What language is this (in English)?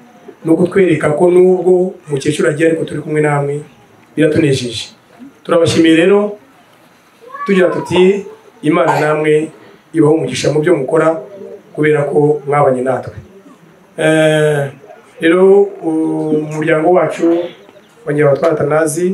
Kinyarwanda